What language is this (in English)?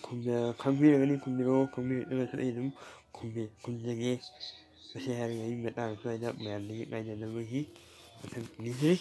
Manipuri